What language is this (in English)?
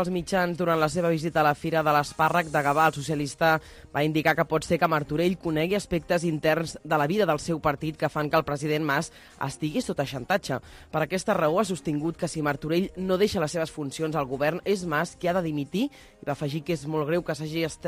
Catalan